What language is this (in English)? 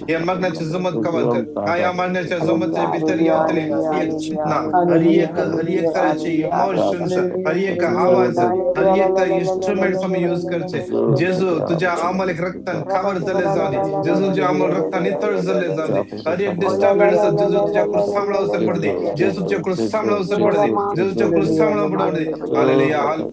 Konkani